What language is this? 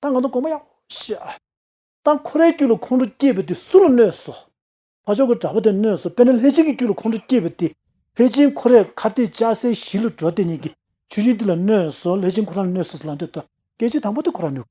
Tibetan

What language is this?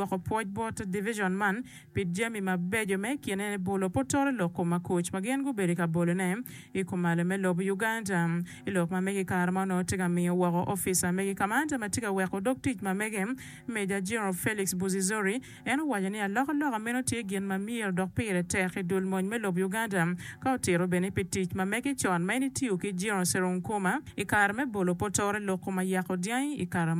Acoli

